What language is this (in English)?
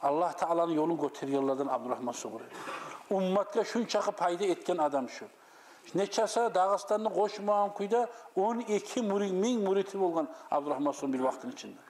Kumyk